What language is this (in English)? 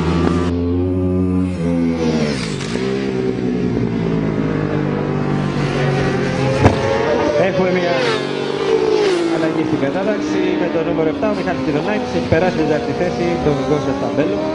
Greek